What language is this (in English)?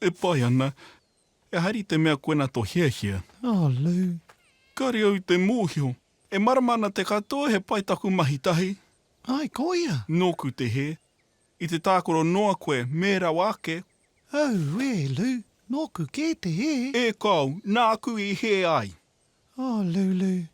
Māori